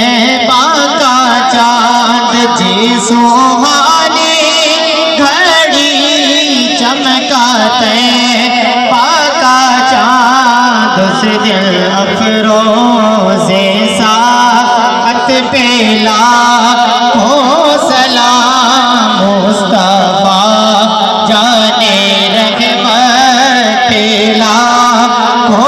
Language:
Saraiki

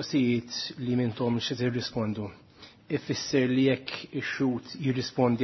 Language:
Maltese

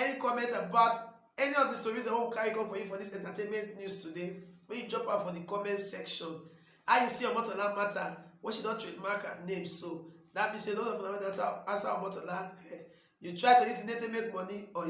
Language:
Nigerian Pidgin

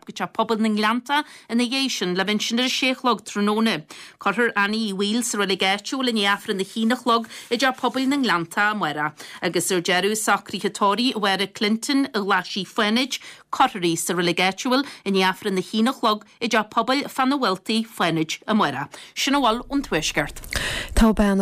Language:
Irish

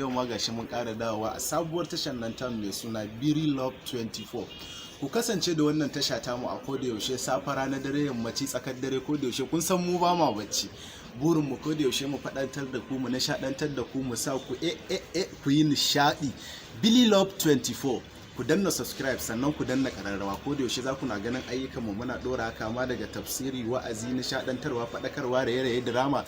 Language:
Hausa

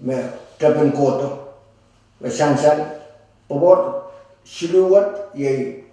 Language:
Pohnpeian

